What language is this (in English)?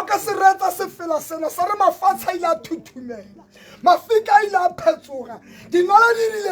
Tswana